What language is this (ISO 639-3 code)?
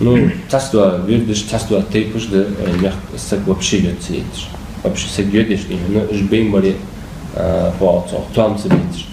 inh